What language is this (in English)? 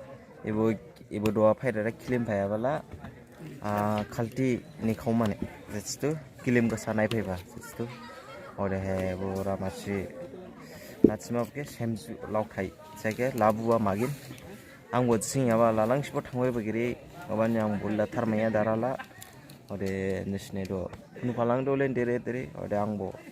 Dimasa